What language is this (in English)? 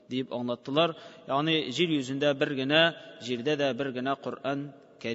Tatar